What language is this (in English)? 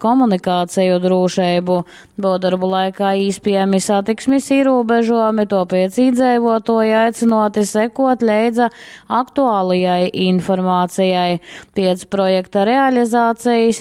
Latgalian